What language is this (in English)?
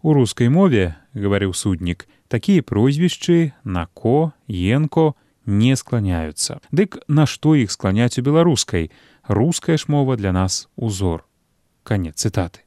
Belarusian